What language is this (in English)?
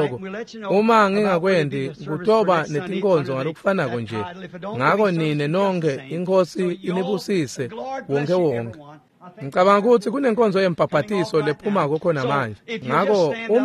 Swati